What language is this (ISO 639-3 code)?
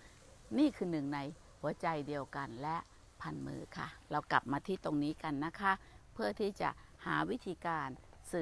tha